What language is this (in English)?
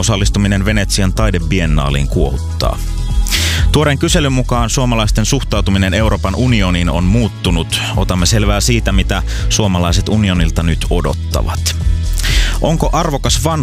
Finnish